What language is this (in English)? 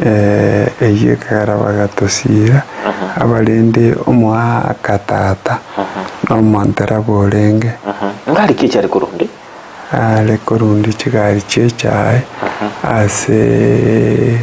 Gusii